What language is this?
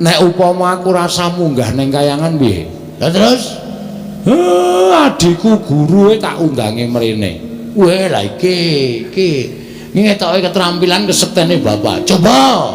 Javanese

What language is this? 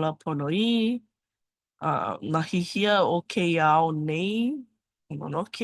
Hawaiian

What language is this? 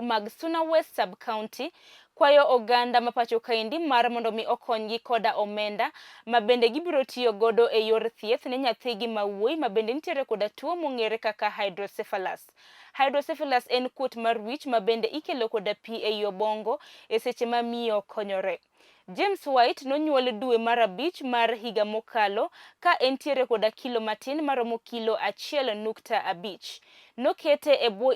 Luo (Kenya and Tanzania)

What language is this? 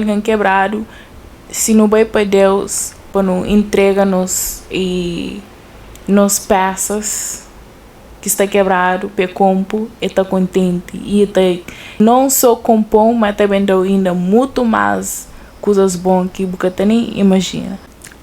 Kabuverdianu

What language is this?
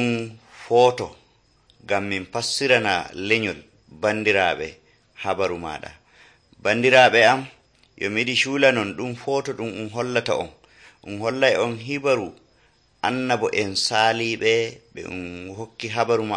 Nigerian Fulfulde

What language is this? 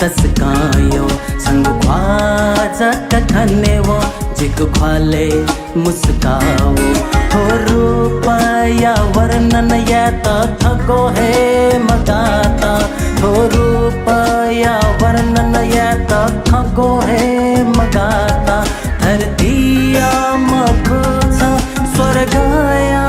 Newari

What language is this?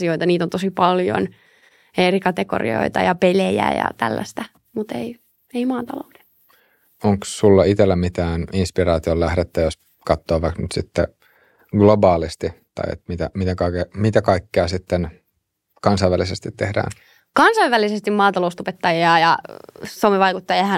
Finnish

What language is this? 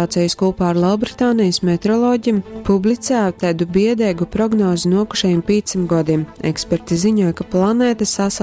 Latgalian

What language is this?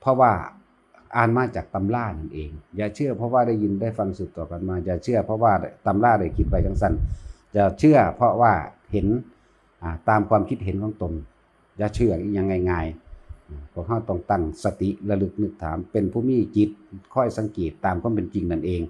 Northeastern Thai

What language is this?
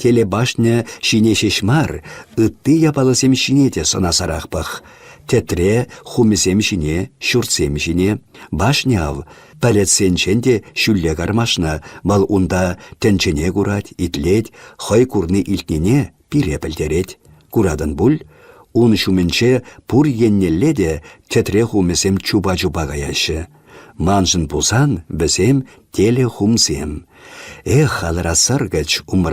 Chuvash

